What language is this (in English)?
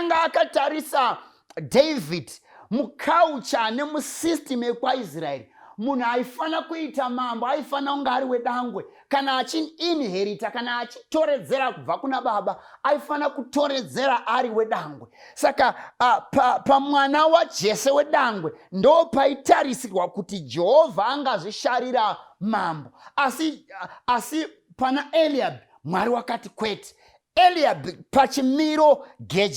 Shona